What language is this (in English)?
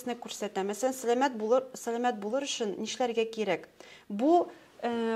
Tatar